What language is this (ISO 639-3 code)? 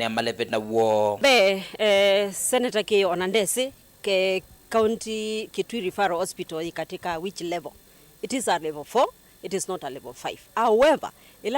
kam